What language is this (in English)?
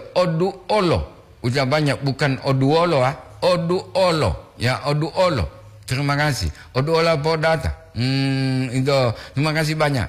Gorontalo